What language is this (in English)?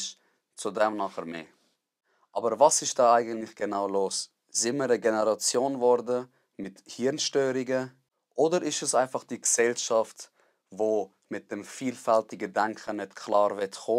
Swiss German